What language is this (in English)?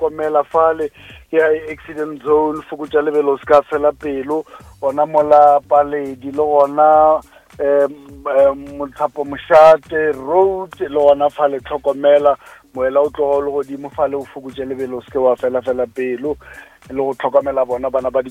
Northern Sotho